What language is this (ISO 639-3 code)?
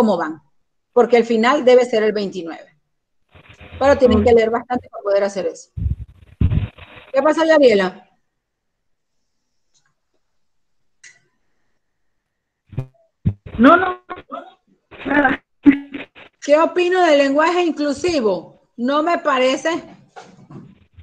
spa